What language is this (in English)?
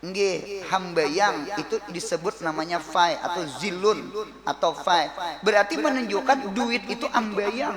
Banjar